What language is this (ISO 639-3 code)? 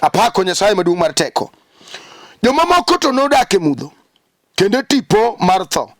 luo